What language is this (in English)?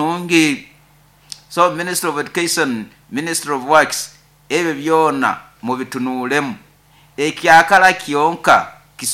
Nyoro